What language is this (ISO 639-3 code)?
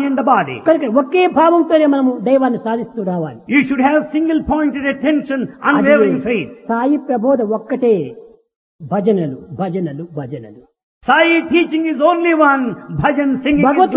tel